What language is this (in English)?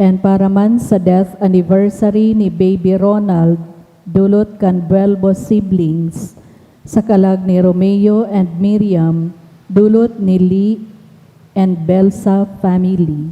Bikol